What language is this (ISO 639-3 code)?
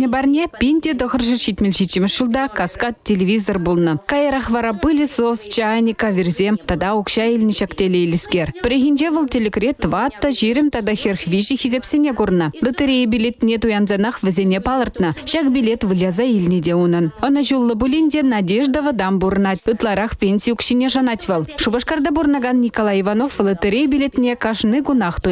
chv